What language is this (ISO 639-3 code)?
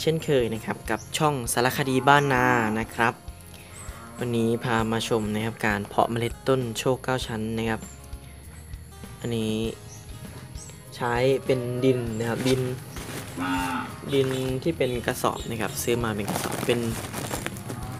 tha